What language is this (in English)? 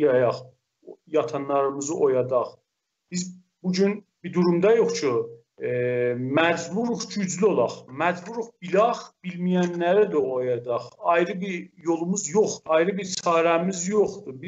South Azerbaijani